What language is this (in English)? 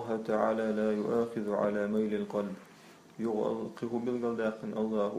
Chechen